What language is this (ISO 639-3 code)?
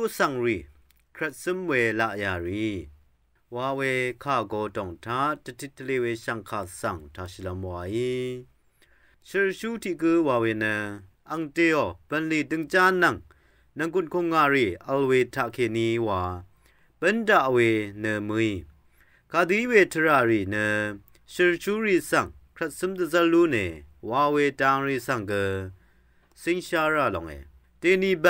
raw